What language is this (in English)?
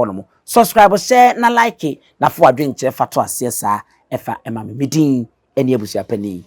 Akan